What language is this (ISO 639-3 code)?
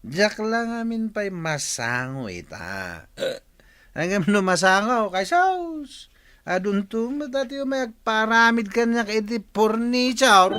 ilo